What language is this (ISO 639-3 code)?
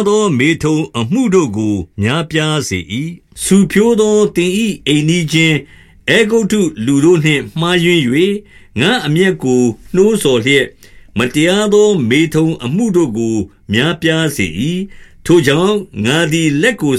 mya